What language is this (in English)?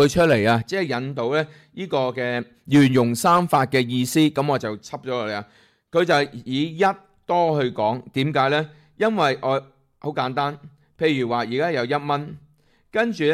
Cantonese